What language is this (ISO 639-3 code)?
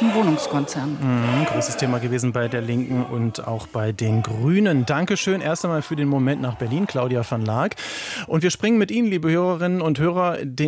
deu